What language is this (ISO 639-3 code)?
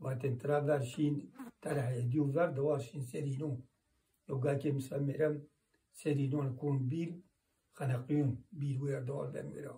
zza